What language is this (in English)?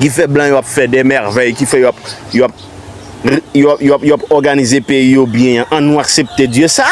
Haitian Creole